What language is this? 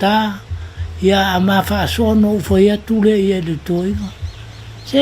Samoan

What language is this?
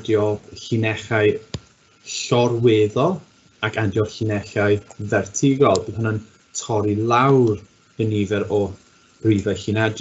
Welsh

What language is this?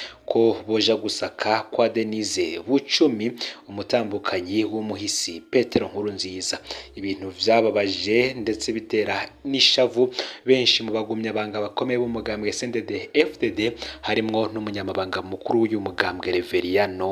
Rundi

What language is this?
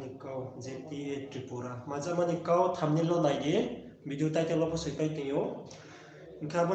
Riang (India)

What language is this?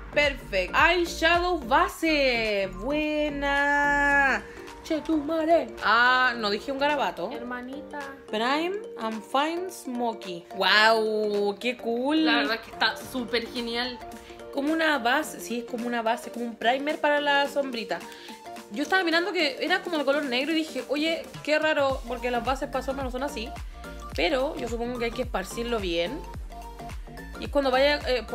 Spanish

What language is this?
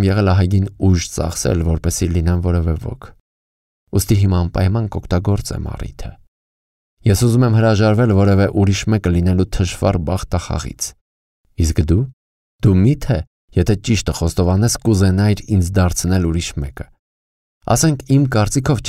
Armenian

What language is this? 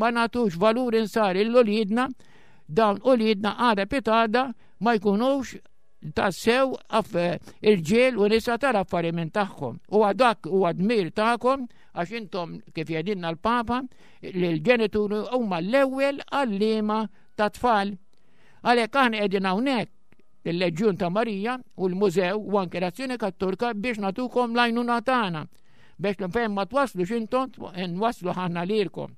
Maltese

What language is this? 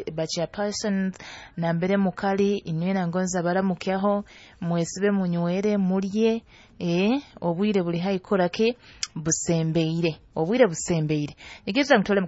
Nyoro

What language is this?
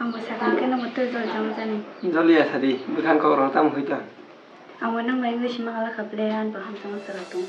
Kok Borok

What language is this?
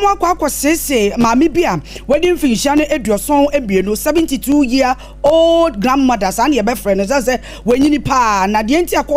Akan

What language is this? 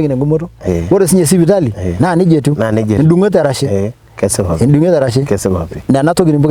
Masai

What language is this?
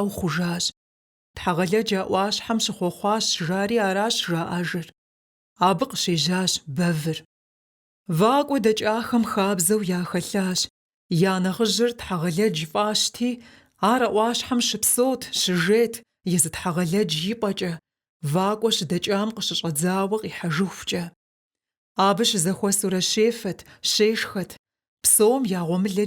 Kabardian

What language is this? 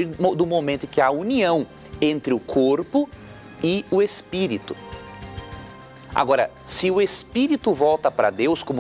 Portuguese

